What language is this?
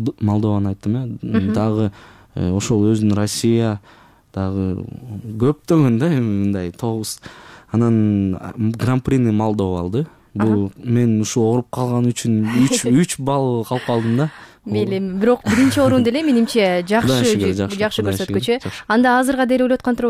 Kyrgyz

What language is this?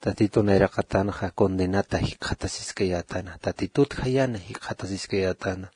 Aymara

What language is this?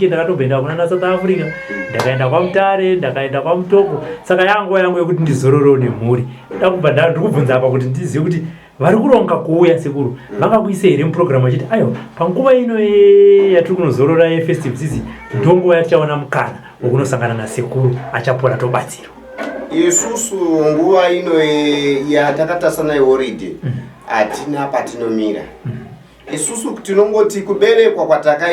Shona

